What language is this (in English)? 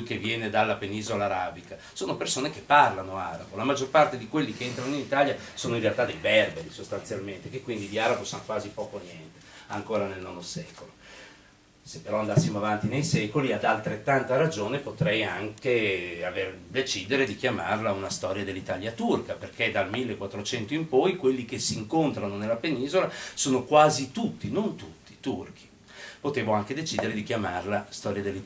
Italian